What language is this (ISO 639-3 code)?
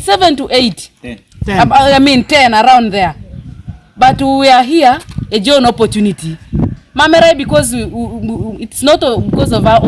teo